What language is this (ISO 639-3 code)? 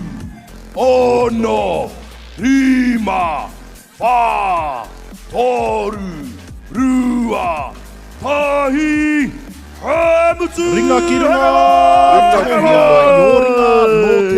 mri